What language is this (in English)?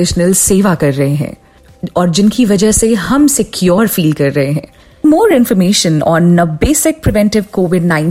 Punjabi